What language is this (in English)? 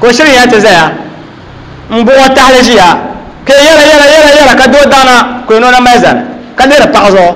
Dagbani